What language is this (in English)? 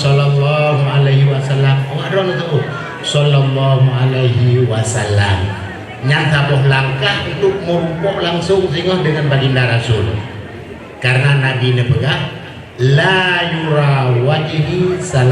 Achinese